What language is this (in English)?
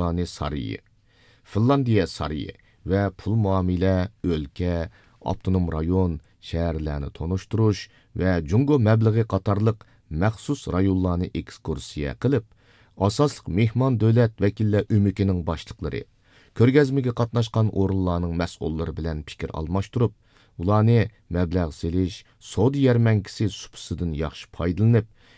Uyghur